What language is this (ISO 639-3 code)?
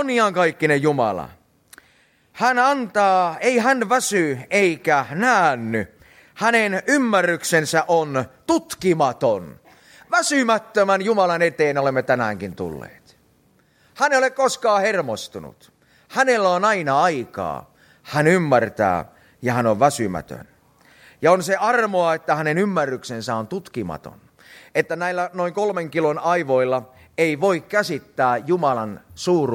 fin